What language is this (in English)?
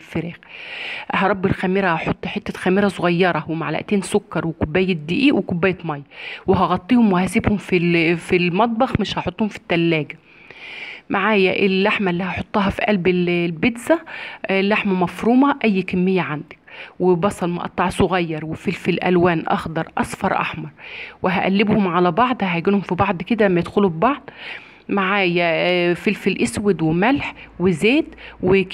Egyptian Arabic